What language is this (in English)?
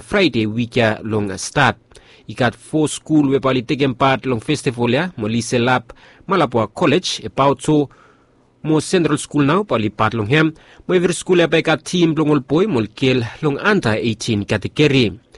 Bislama